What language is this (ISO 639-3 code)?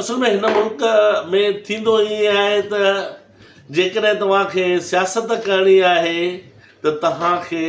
snd